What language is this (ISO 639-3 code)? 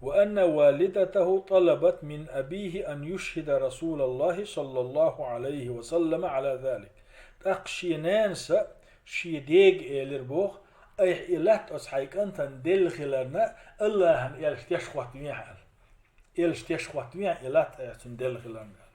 che